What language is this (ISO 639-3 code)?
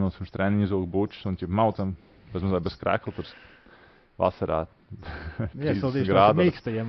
lav